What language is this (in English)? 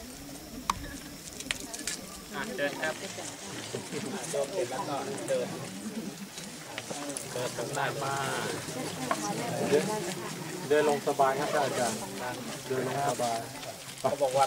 Thai